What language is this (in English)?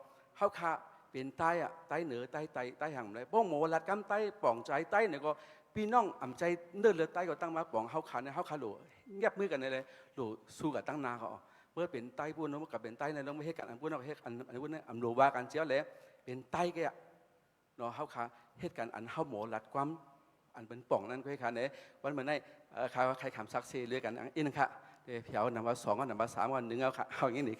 Shan